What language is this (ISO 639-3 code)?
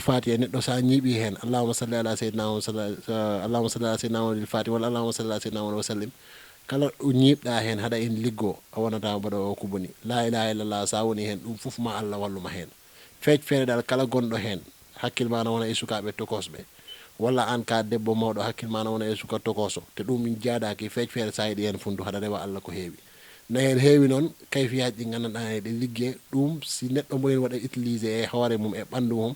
ful